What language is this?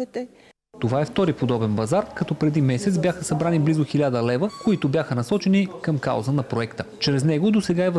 Bulgarian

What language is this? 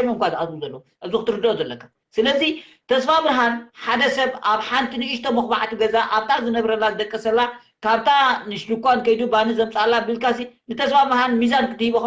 Tigrinya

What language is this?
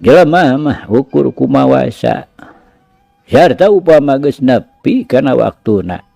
Sundanese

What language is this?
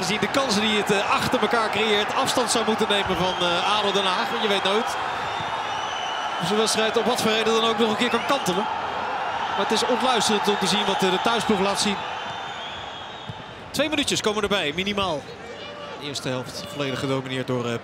Dutch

